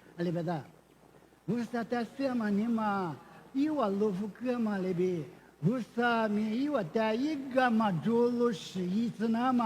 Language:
Lisu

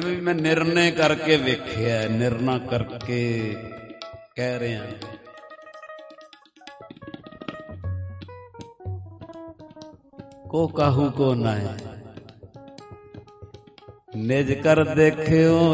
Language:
Punjabi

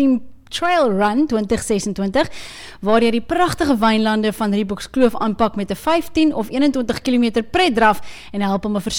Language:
Afrikaans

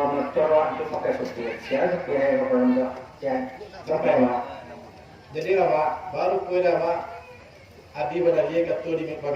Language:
Minangkabau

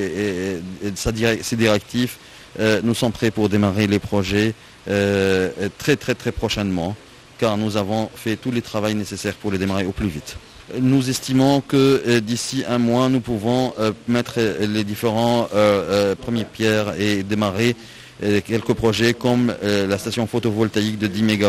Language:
French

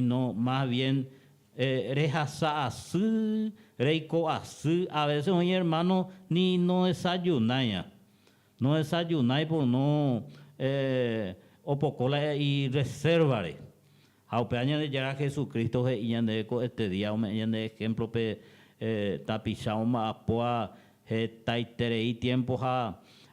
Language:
Guarani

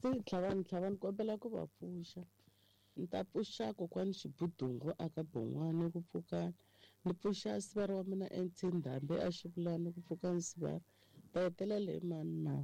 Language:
Tsonga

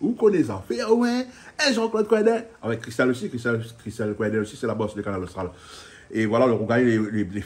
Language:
Réunion Creole French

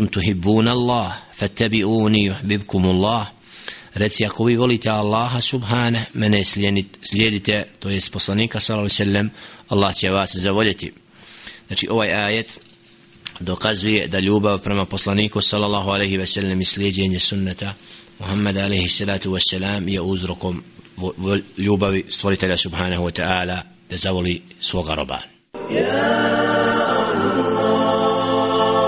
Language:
Bosnian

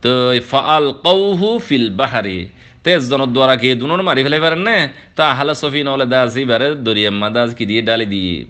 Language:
Rohingya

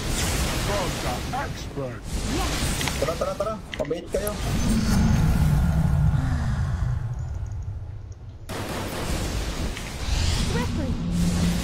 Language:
Filipino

